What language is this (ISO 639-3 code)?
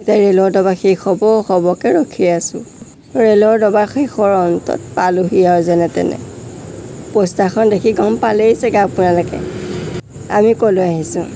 asm